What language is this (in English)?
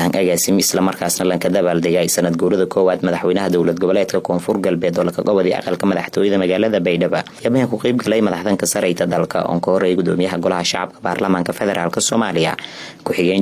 Somali